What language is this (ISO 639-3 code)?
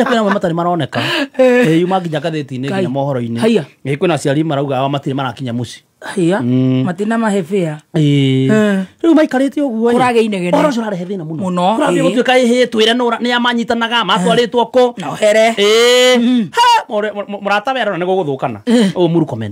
kik